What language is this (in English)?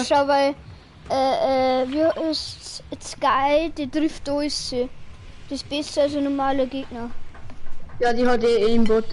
Bavarian